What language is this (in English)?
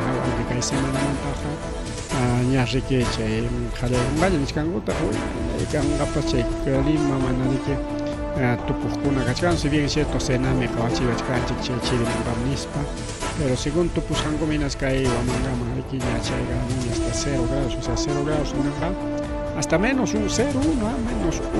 Ayacucho Quechua